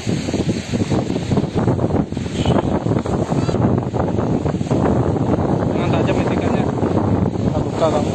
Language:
Minangkabau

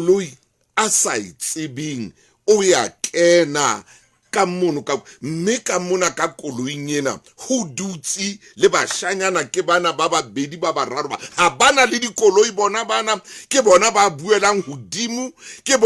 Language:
Southern Sotho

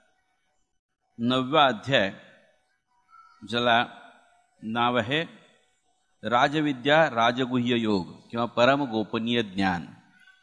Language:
Marathi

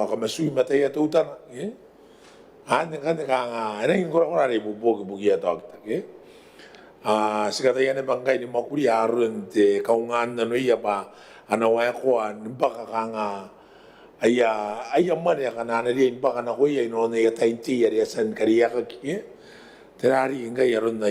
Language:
Gilbertese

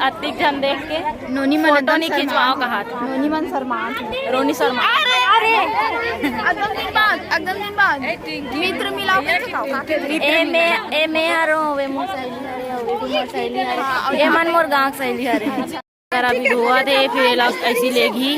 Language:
Chhattisgarhi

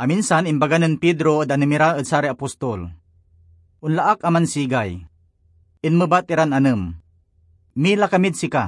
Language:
Pangasinan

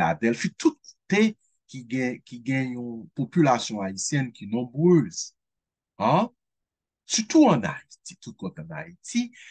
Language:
Haitian Creole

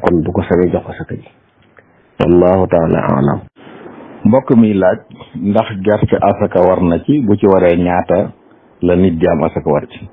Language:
Wolof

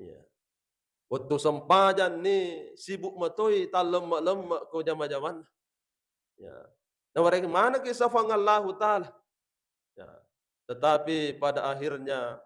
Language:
Buginese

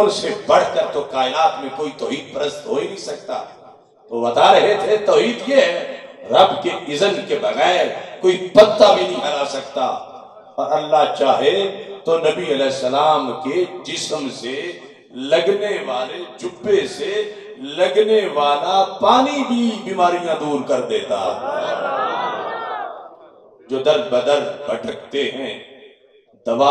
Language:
Urdu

